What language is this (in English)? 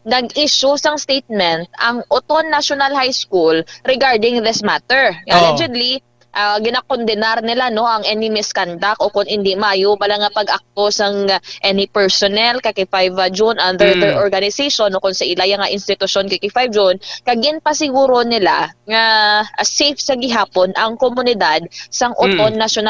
Hiligaynon